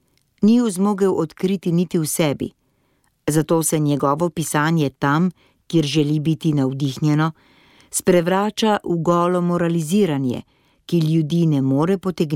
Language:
Slovenian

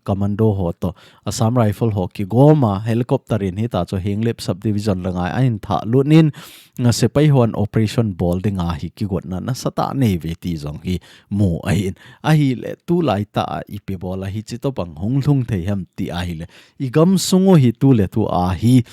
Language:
Thado Chin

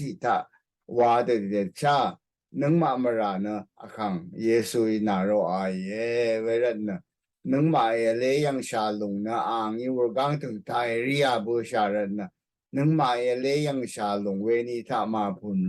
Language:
Rawang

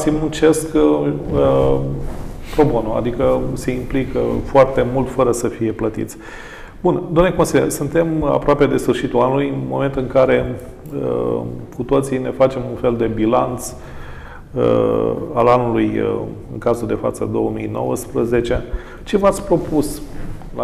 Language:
Romanian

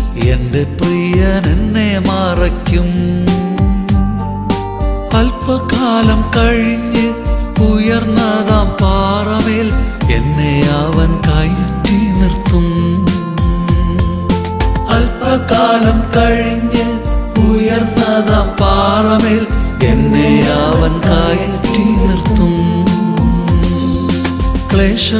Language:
Malayalam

